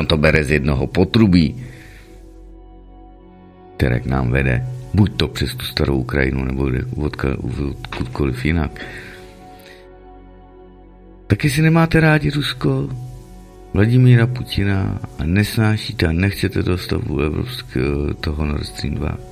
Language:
Czech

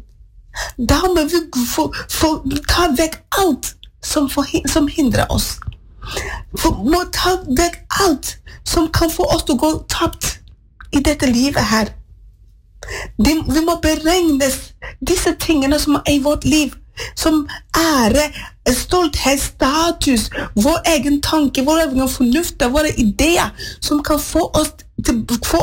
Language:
Norwegian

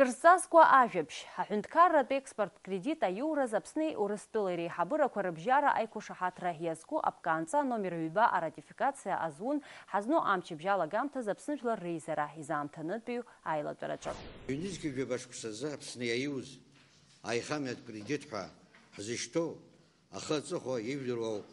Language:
Abkhazian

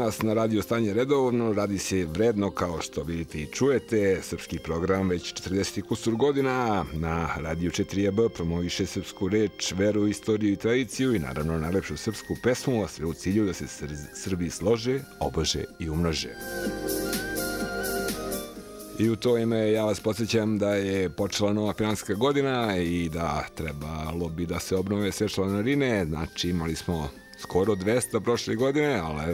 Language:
Serbian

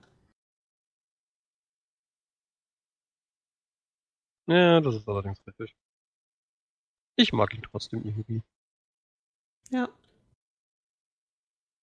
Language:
German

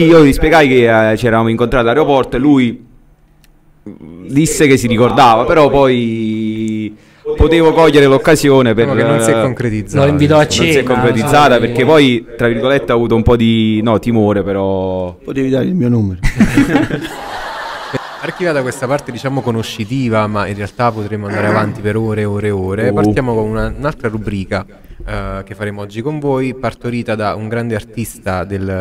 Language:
Italian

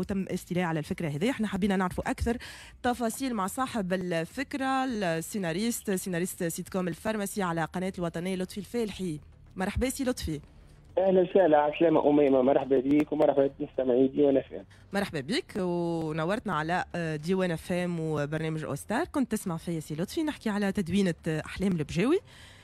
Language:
Tunisian Arabic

